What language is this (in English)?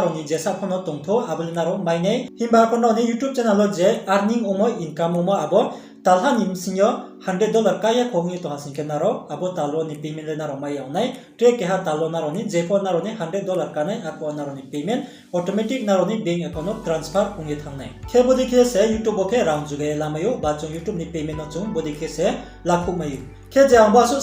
Riang (India)